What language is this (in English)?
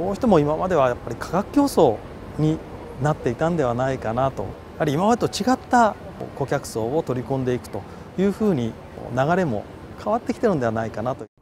Japanese